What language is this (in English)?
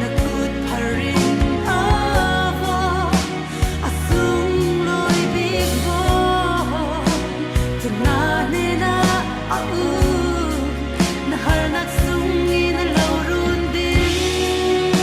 Falam Chin